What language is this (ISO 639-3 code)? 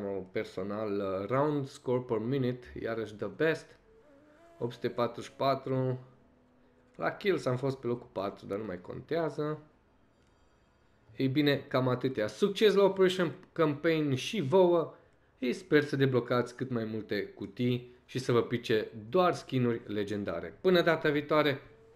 ron